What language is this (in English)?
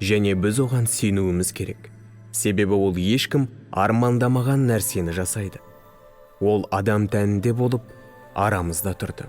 Kazakh